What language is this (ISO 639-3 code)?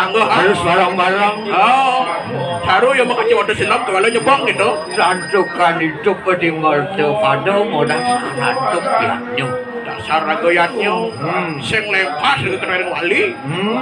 ban